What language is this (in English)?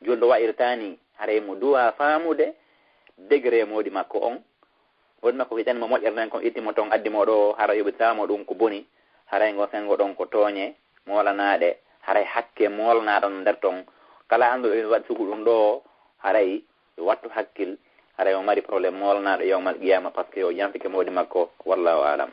Fula